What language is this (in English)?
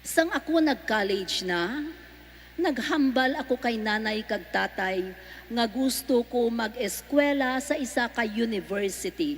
Hiligaynon